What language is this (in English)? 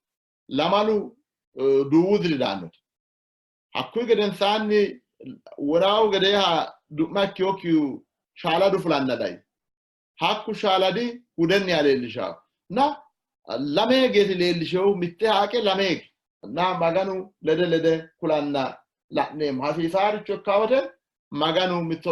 Sidamo